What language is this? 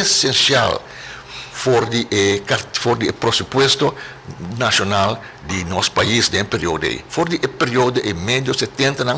Papiamento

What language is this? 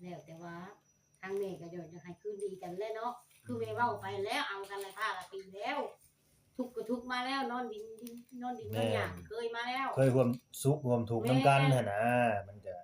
Northeastern Thai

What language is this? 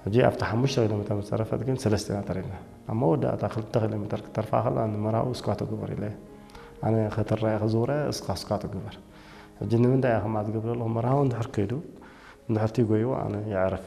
Tigrinya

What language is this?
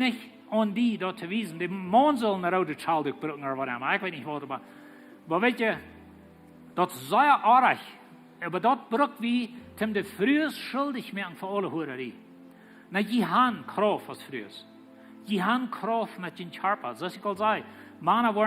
Plautdietsch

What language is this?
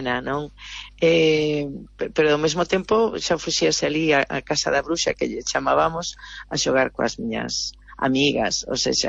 Galician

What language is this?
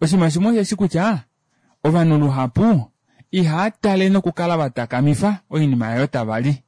Kuanyama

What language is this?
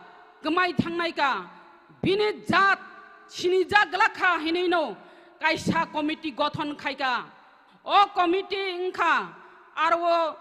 Kok Borok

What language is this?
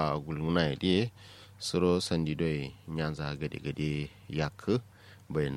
Kanuri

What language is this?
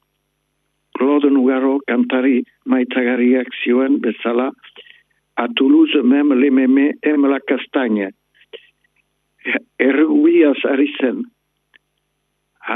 Basque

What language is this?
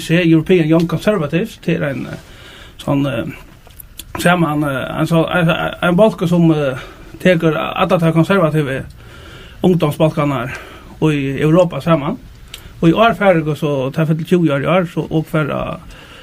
Faroese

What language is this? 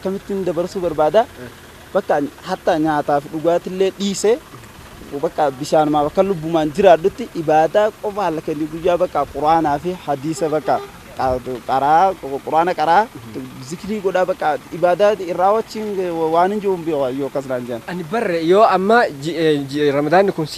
Oromo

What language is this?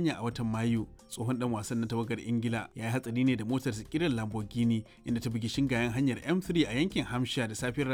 Hausa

